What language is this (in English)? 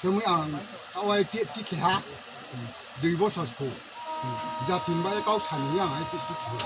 Riang (India)